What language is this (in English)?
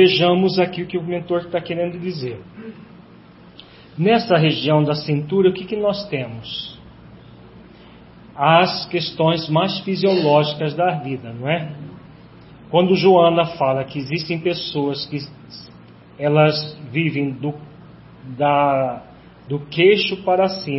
Portuguese